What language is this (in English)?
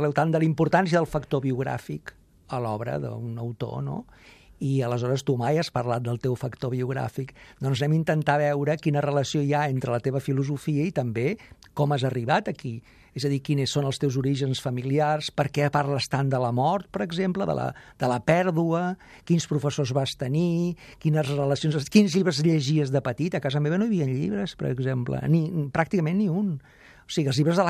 Catalan